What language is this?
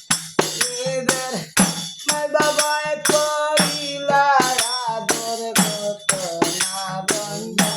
Sylheti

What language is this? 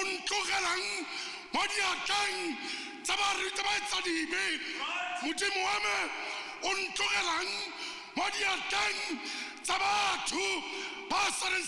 Tswana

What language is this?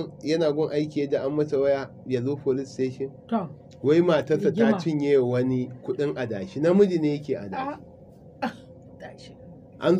Hausa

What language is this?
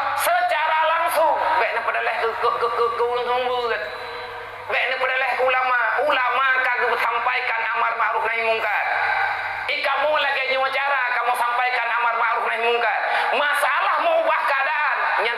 Achinese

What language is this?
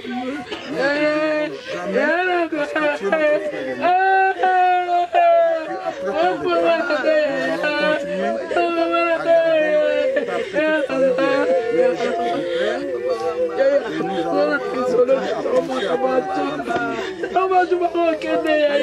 French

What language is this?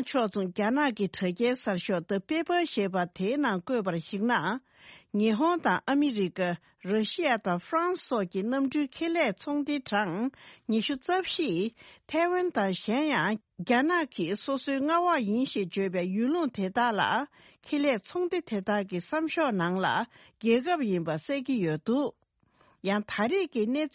Tibetan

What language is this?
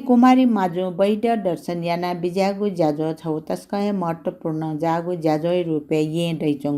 Newari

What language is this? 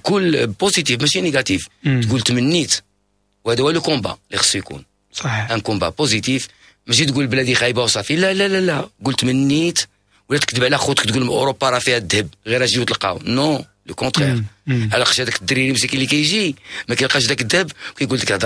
Moroccan Arabic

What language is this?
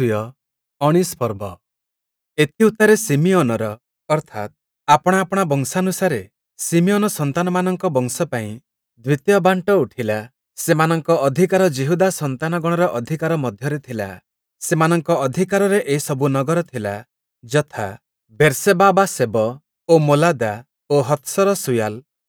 Odia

